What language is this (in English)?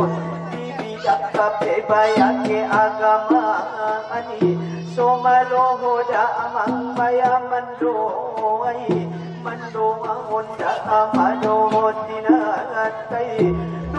Batak Angkola